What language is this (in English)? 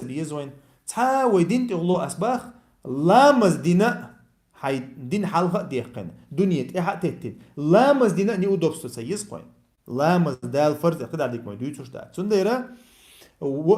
Chechen